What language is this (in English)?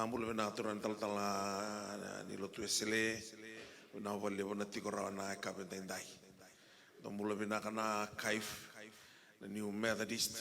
Fijian